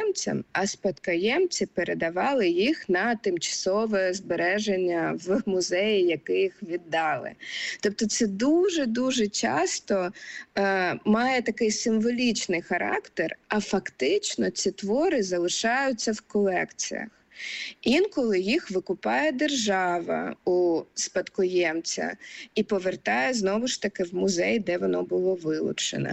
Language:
Ukrainian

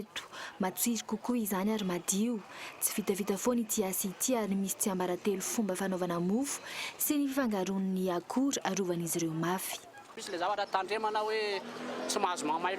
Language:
Malagasy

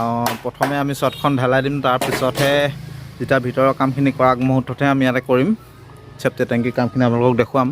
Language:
Assamese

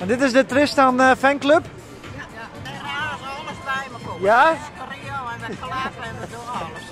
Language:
Western Frisian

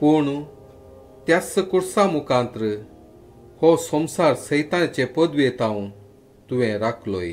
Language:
Konkani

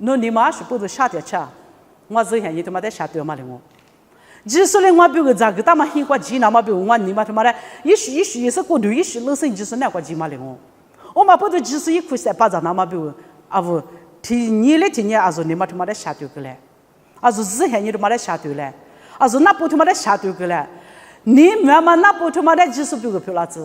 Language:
Lisu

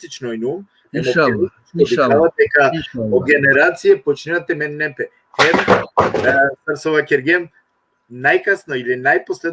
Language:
Balkan Romani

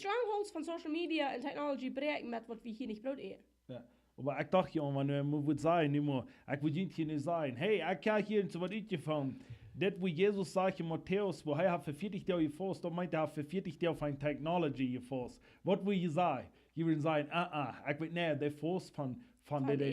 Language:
Plautdietsch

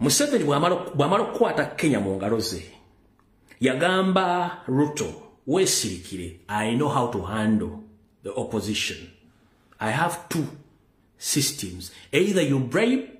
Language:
Ganda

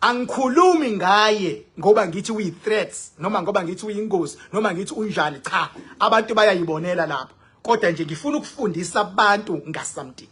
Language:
Zulu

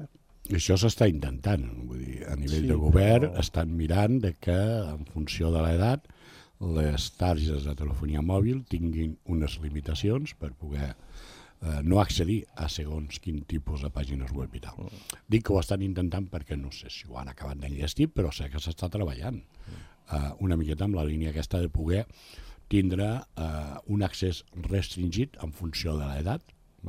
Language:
Catalan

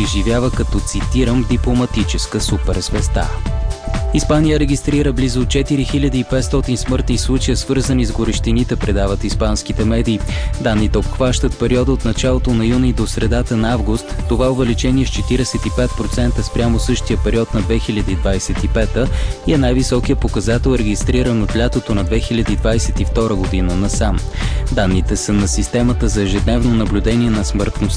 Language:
Bulgarian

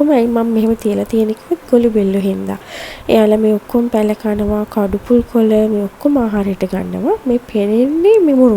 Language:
Sinhala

